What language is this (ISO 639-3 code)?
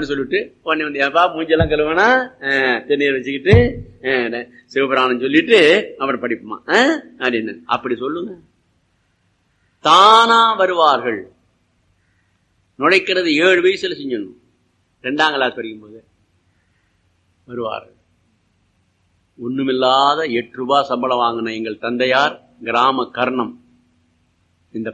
tam